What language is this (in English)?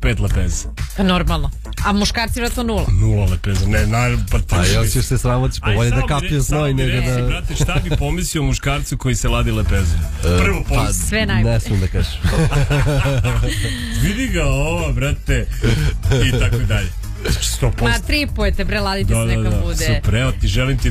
Serbian